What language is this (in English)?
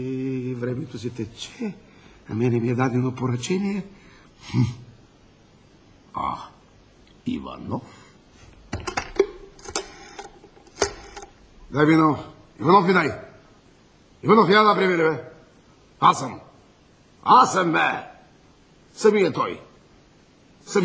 Bulgarian